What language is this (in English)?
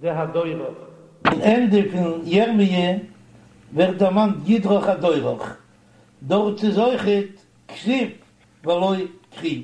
Yiddish